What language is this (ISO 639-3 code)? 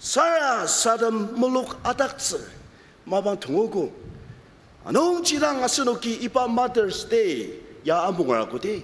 njo